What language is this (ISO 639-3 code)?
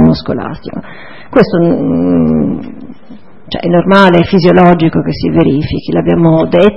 ita